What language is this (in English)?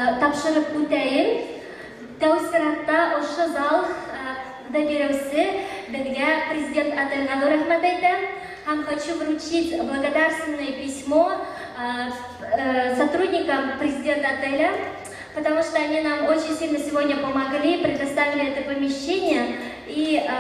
Bashkir